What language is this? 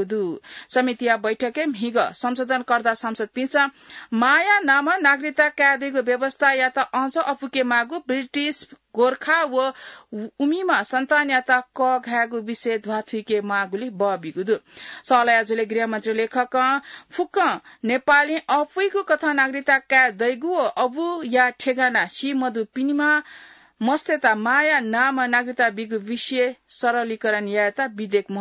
Newari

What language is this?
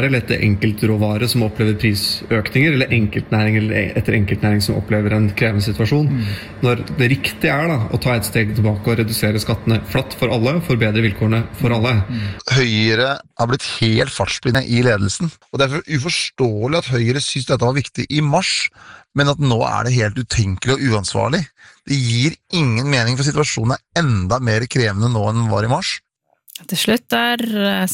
Norwegian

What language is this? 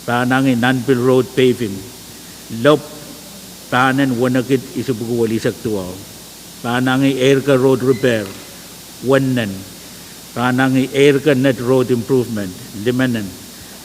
Pohnpeian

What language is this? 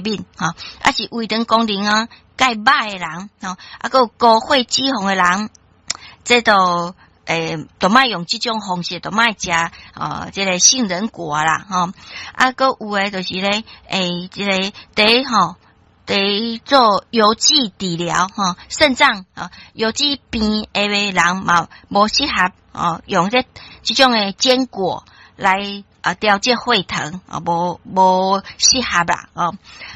Min Nan Chinese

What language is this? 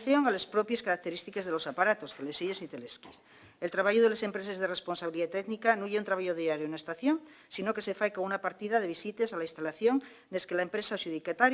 Asturian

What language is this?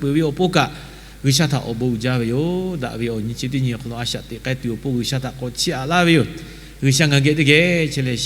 Lahu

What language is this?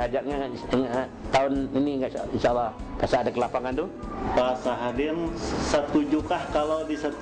Banjar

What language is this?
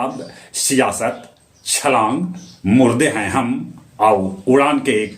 Magahi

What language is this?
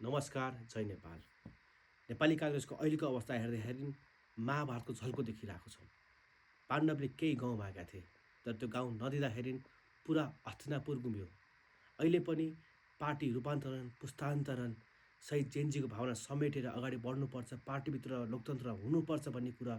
Nepali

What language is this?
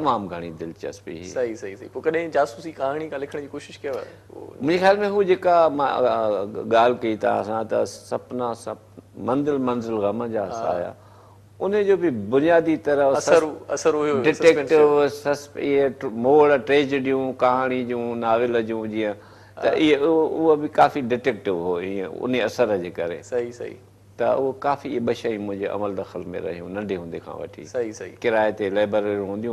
Sindhi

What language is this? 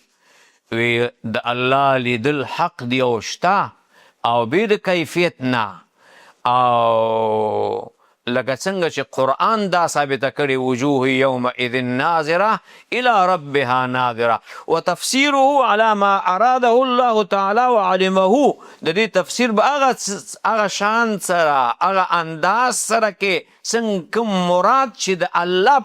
Pashto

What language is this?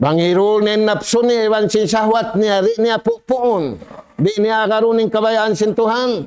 Tausug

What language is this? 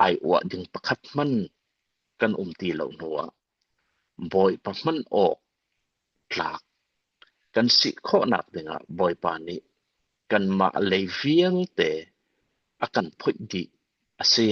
Hakha Chin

